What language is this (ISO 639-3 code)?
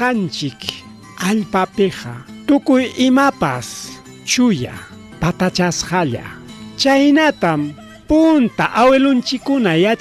quy